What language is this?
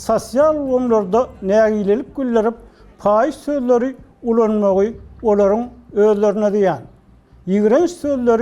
Turkmen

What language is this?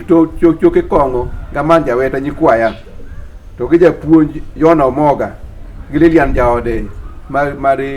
Luo (Kenya and Tanzania)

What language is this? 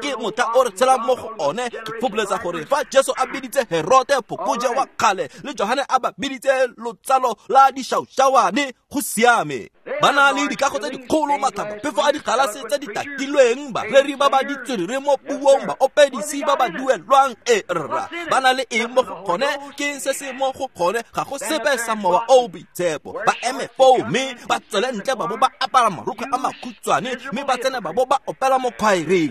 Tswana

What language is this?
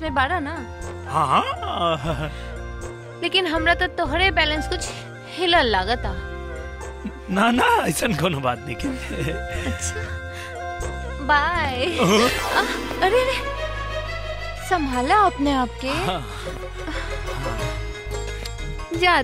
Bhojpuri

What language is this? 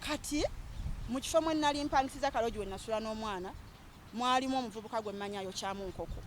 Ganda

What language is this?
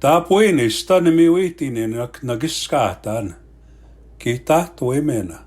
Plains Cree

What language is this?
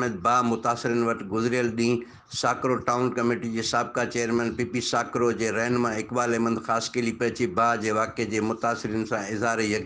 Sindhi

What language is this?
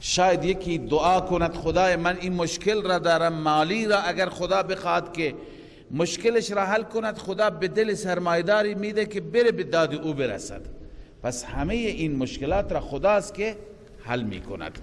Persian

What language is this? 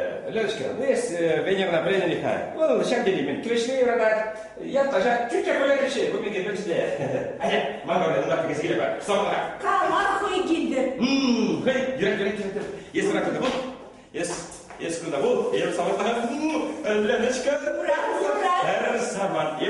Chuvash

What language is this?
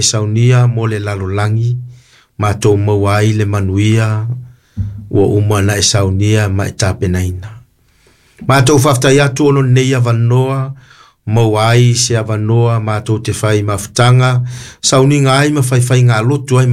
Samoan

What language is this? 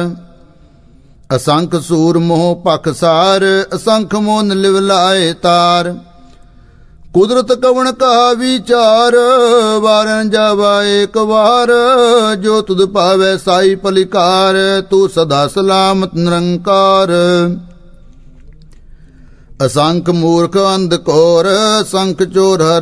Punjabi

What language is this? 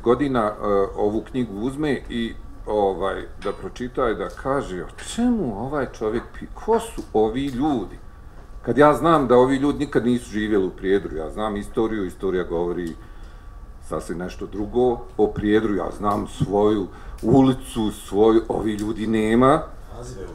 Bosnian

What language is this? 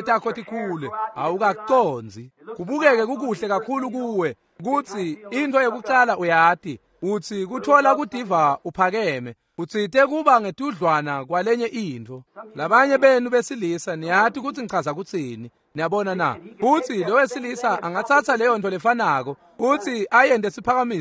Swati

